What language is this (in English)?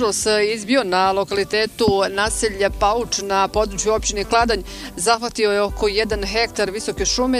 Bosnian